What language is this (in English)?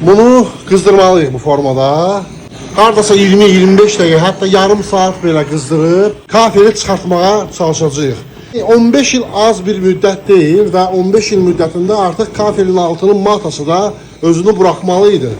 Azerbaijani